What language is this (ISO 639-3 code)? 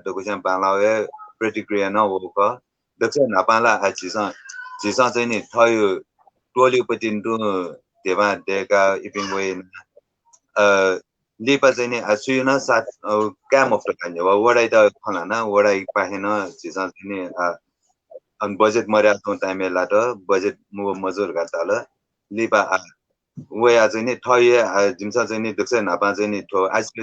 new